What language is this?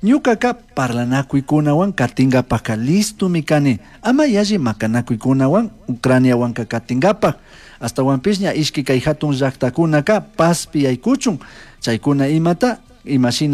Chimborazo Highland Quichua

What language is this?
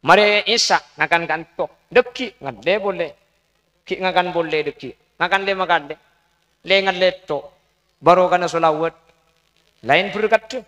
Madurese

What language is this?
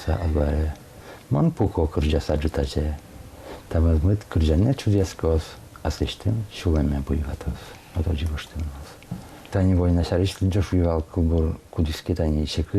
Udmurt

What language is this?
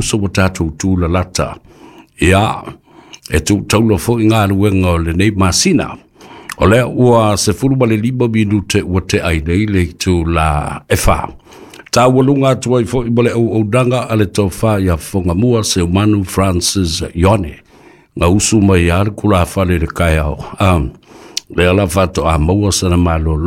Samoan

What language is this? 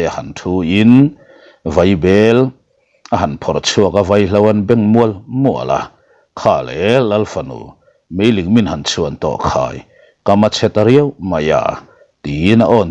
Mizo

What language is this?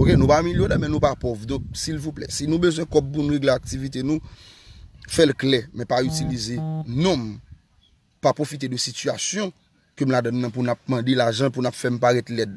Haitian Creole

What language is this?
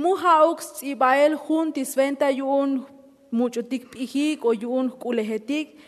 Tzotzil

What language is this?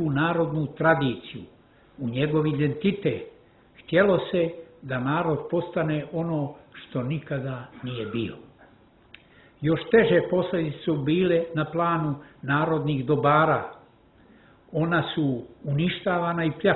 Croatian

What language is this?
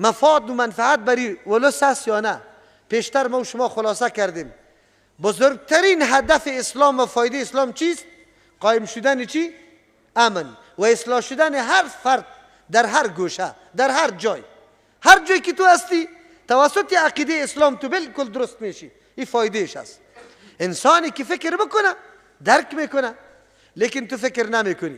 Persian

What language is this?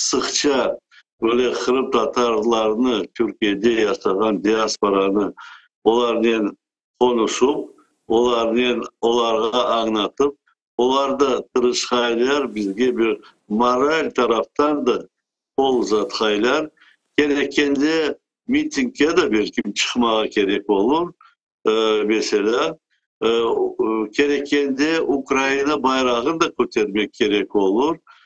Crimean Tatar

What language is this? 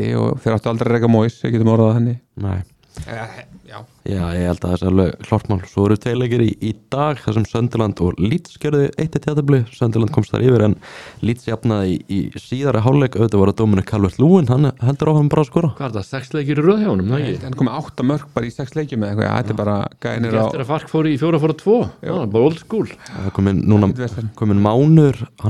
Icelandic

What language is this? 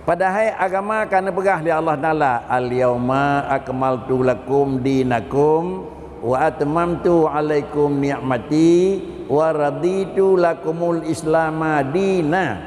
Achinese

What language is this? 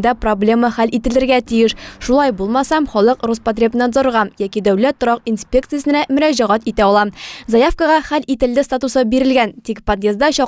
Tatar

